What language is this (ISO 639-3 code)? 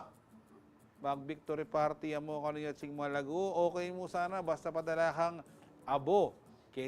pam